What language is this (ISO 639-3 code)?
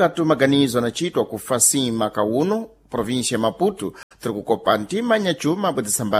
seh